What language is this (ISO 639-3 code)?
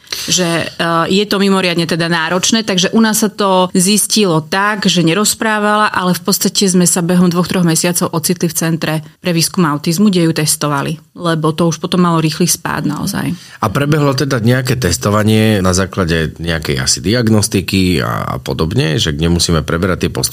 slk